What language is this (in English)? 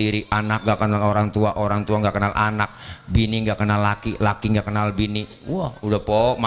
Betawi